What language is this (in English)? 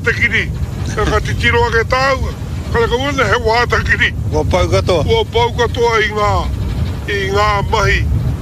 Māori